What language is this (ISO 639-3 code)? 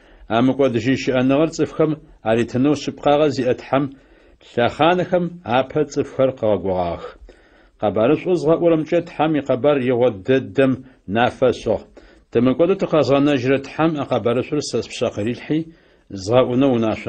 ady